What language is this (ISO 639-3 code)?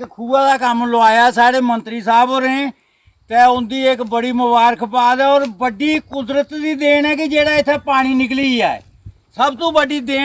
doi